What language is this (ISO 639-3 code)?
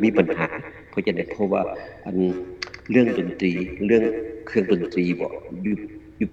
lao